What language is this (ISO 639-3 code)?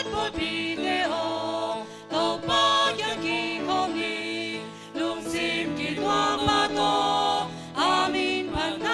ctd